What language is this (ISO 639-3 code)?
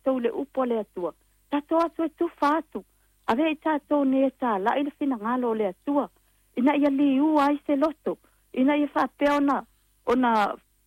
smo